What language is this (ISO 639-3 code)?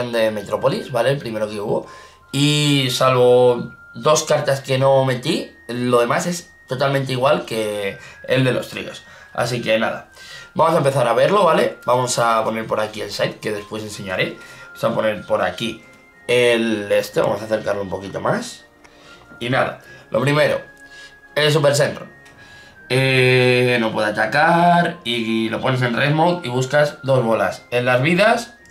spa